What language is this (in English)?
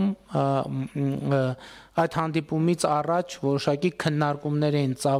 Armenian